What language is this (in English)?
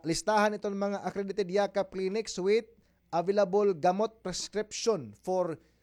Waray